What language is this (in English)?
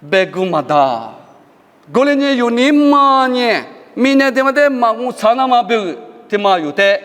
Lisu